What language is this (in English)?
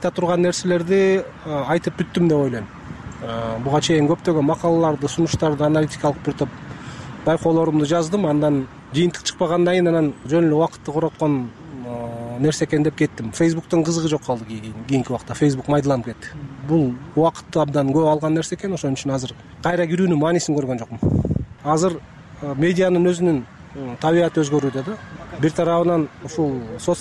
Kyrgyz